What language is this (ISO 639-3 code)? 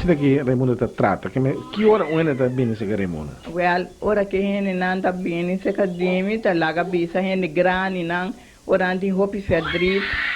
pap